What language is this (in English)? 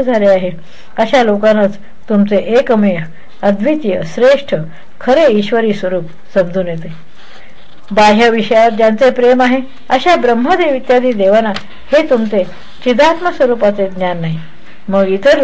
Marathi